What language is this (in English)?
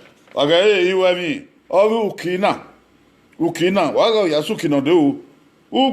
Bini